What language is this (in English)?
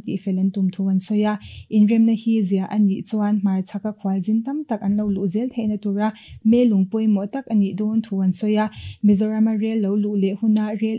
Mizo